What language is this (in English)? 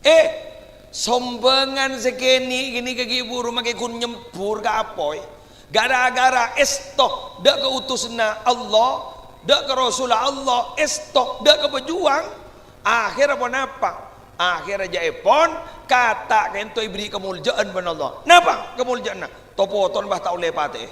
Madurese